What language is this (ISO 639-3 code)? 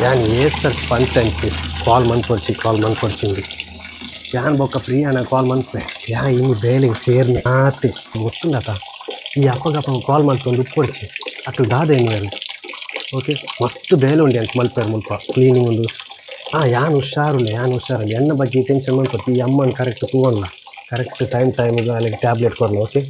tcy